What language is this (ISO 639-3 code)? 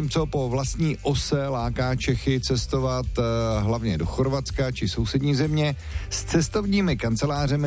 ces